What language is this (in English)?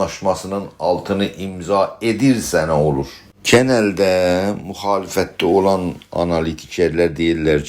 South Azerbaijani